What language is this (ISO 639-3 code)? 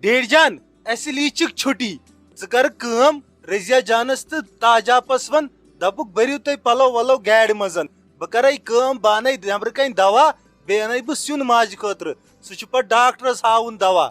kas